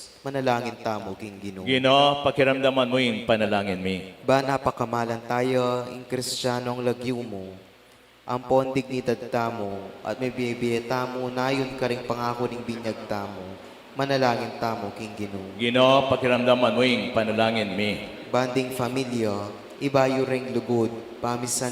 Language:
Pampanga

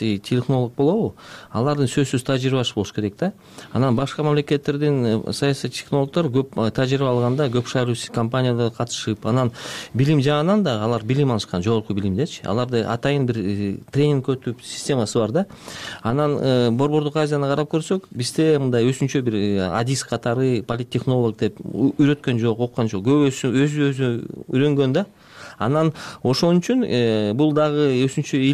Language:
Kyrgyz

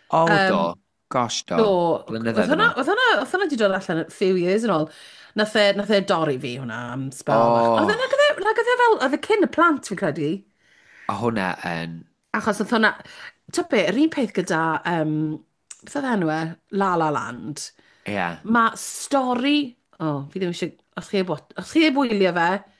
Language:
Welsh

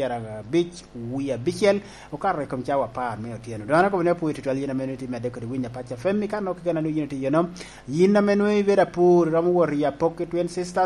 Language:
Lango (Uganda)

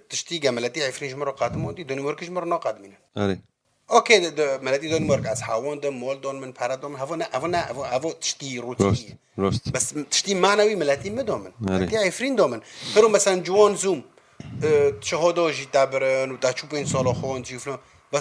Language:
Kurdish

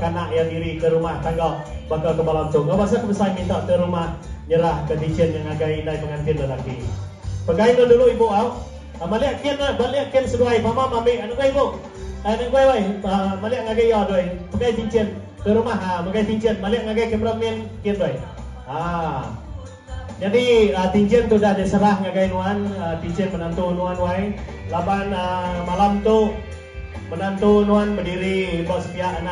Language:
Iban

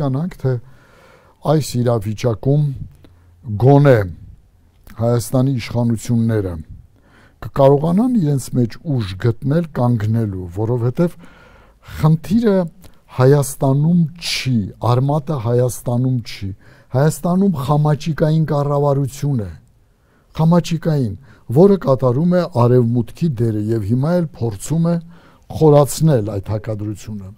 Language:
Armenian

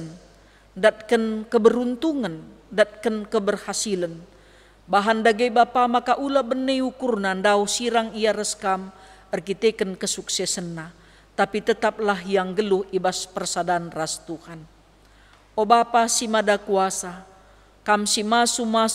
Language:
Batak Karo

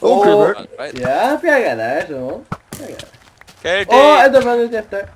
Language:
Faroese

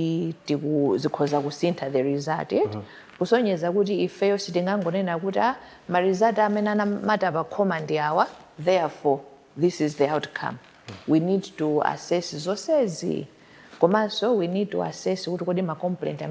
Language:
Nyanja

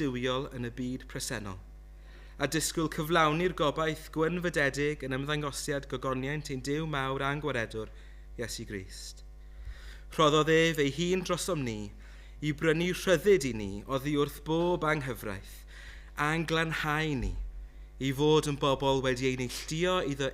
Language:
Welsh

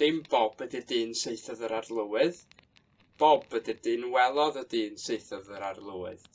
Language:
Welsh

